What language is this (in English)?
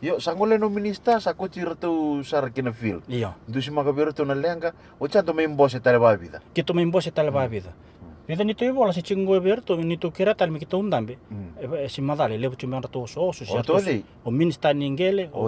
Fijian